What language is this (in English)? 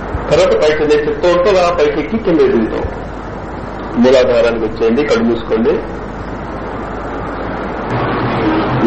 Telugu